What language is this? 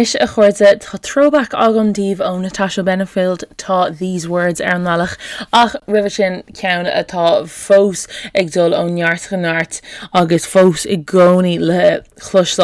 Irish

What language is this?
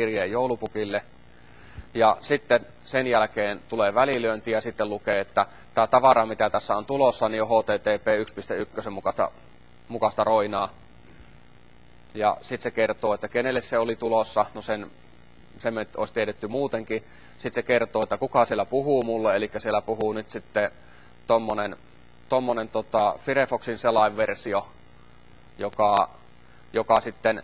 Finnish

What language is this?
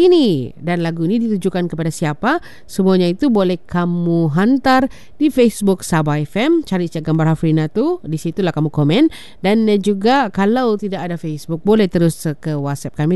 Malay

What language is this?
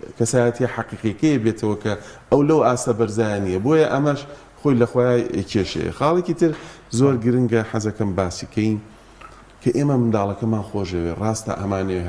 Central Kurdish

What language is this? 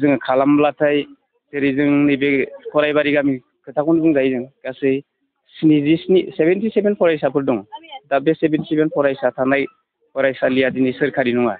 Bodo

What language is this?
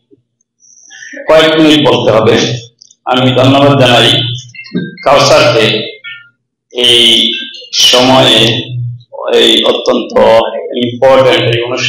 Bangla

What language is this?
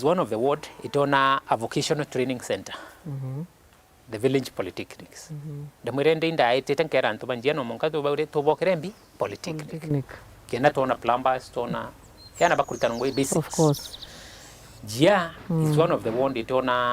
Meru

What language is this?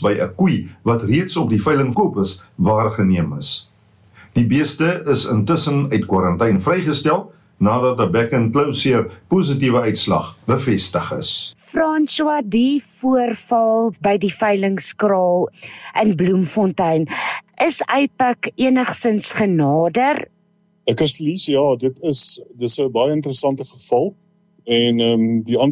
Afrikaans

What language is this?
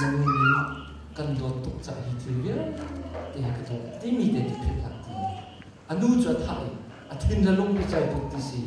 Hakha Chin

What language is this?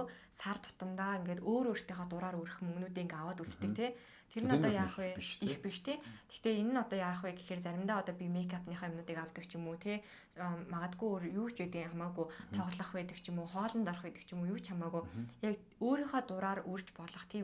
Mongolian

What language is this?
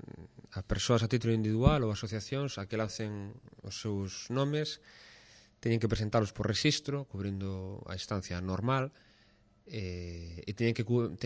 Galician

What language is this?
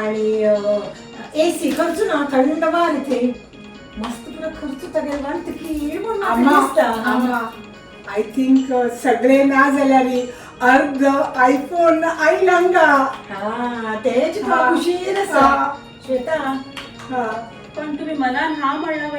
Konkani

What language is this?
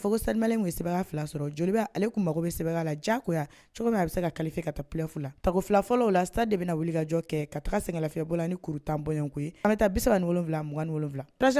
Bambara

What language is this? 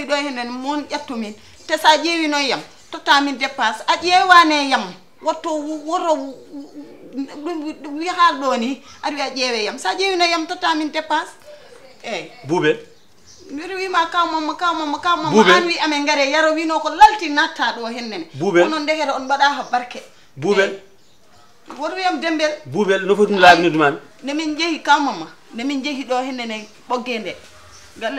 Fula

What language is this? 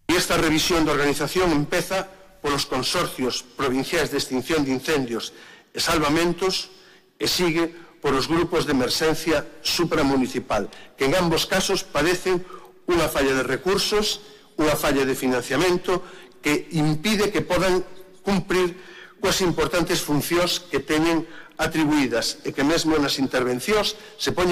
Galician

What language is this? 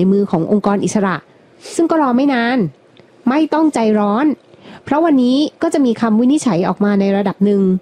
Thai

